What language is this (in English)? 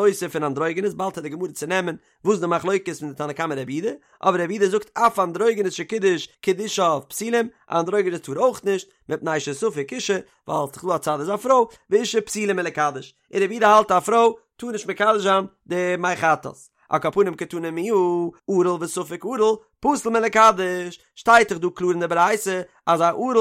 Yiddish